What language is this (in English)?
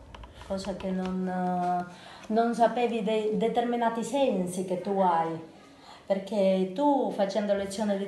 Italian